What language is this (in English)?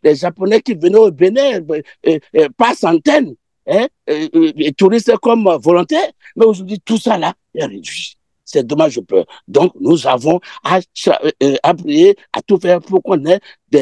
French